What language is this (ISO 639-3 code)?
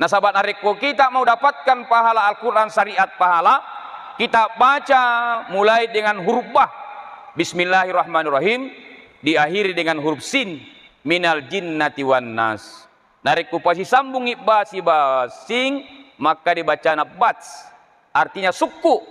bug